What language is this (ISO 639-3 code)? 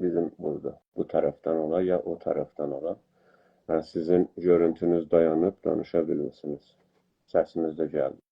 azb